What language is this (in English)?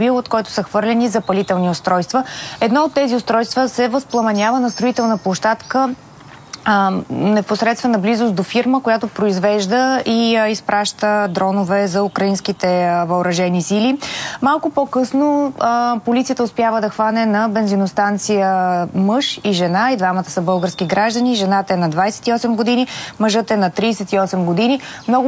Bulgarian